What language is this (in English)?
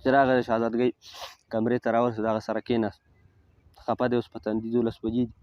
Pashto